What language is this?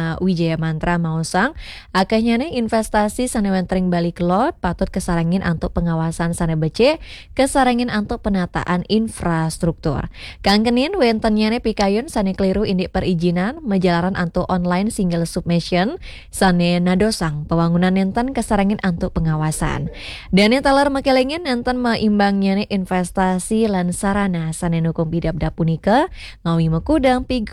Balinese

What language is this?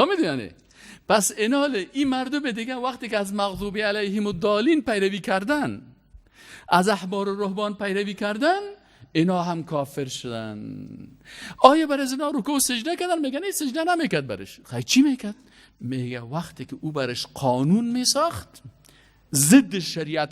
Persian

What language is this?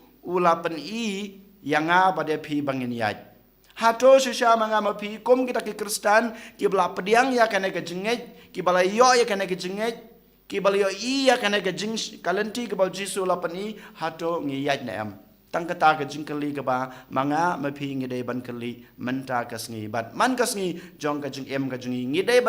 Khasi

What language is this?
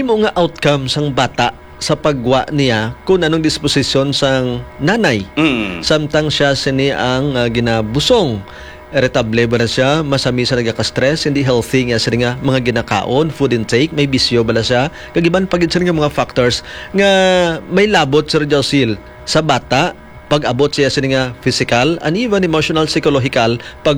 Hiligaynon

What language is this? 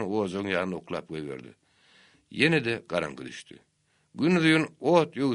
Turkmen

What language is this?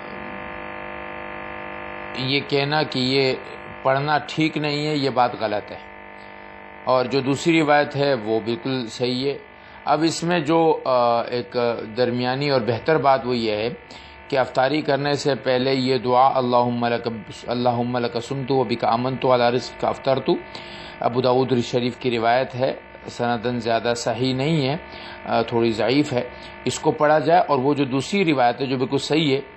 Urdu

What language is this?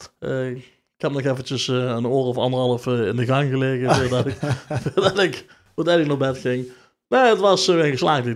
Limburgish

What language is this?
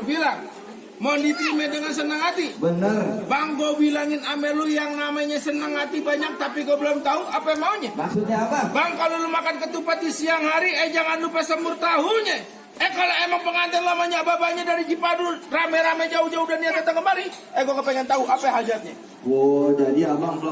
Betawi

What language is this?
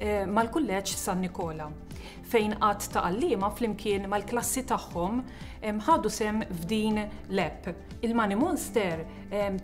Maltese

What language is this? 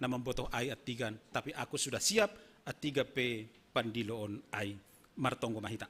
Batak Simalungun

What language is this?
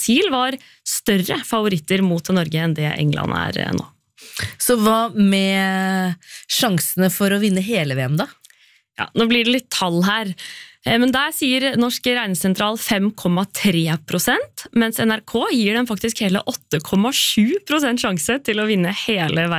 Norwegian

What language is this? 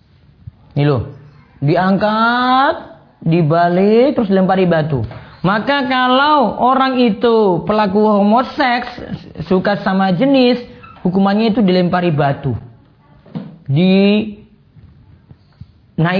Indonesian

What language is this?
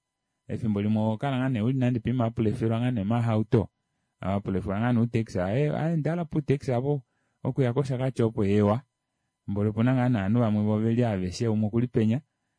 Kuanyama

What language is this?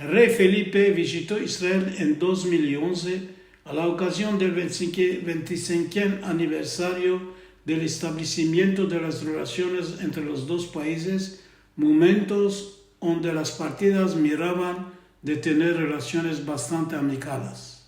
Ladino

